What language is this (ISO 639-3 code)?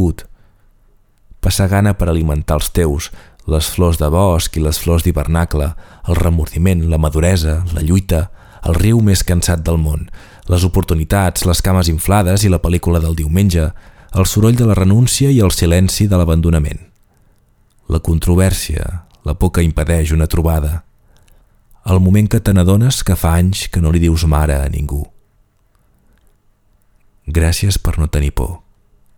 cat